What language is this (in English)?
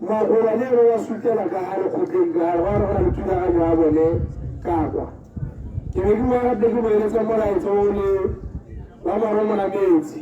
Tswana